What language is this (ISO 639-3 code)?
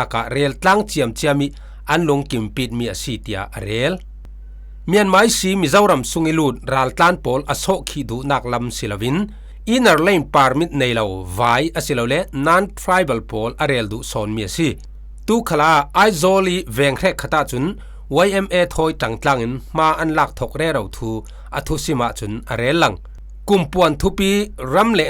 cfm